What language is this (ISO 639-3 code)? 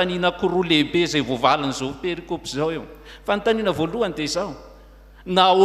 mlg